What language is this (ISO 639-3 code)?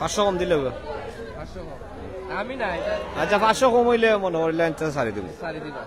syl